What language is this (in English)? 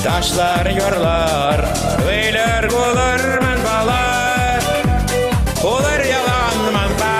Chuvash